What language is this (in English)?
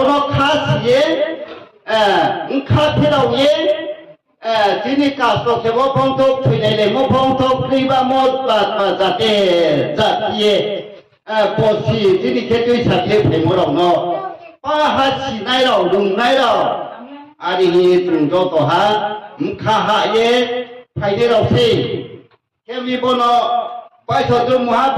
Riang (India)